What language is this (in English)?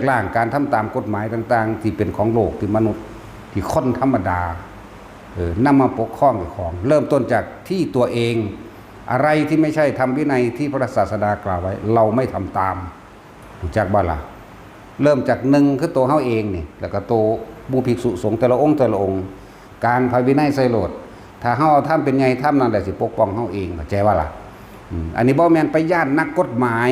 Northeastern Thai